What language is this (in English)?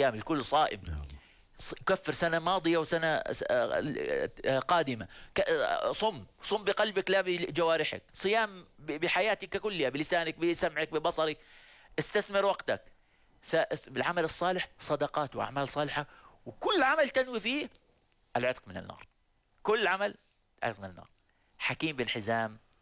Arabic